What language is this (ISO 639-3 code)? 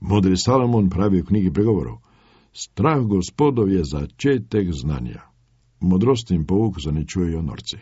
slv